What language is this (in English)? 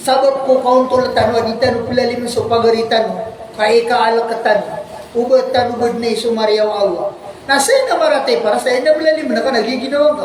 Maranao